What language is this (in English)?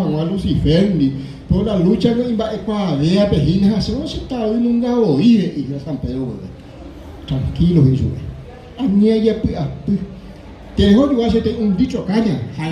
Guarani